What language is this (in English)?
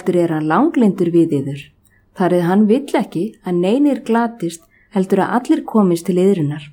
Icelandic